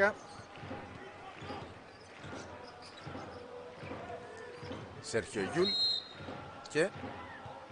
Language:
Greek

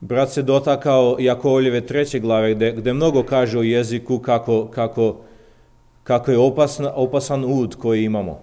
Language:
Serbian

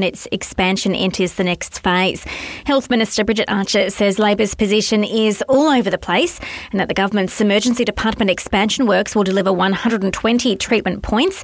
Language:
English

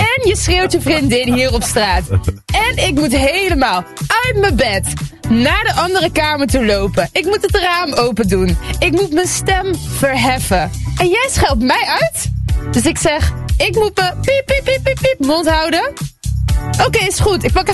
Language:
Dutch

